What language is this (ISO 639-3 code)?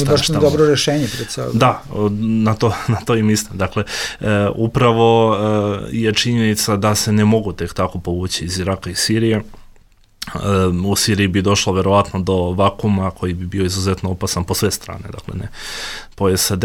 bos